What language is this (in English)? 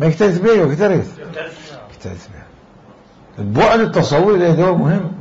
Mesopotamian Arabic